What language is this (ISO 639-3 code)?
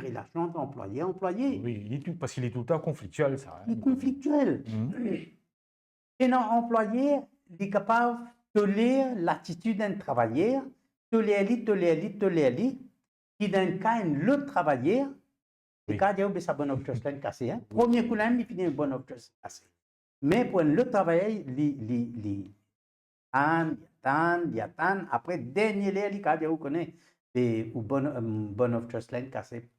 mfe